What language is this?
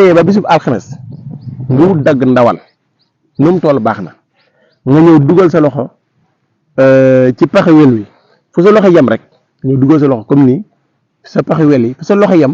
Wolof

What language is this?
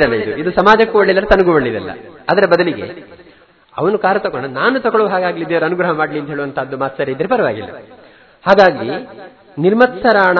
Kannada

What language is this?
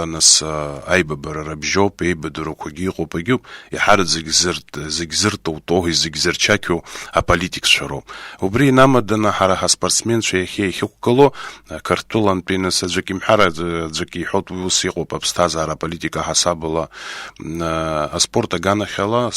Abkhazian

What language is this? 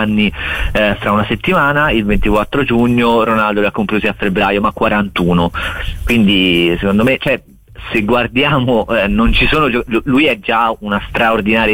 Italian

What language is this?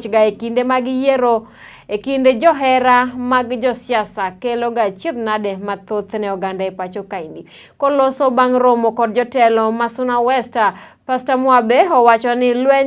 Luo (Kenya and Tanzania)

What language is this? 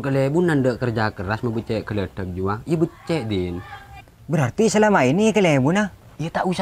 Madurese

